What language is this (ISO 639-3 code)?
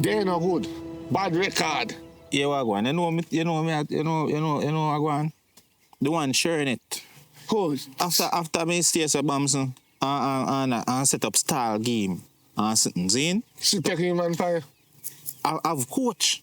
jam